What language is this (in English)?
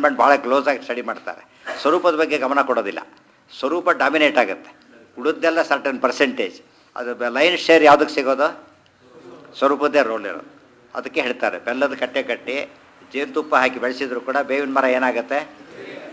Kannada